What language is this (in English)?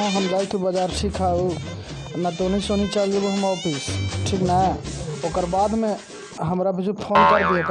Magahi